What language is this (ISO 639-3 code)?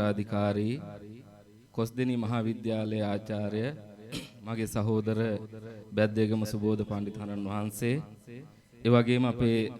sin